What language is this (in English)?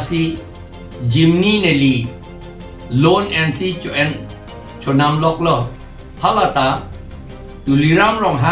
Karbi